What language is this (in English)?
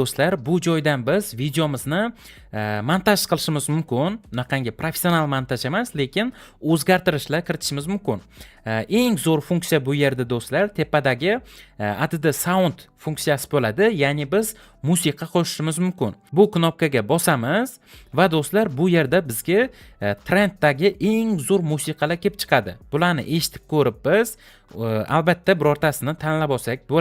Uzbek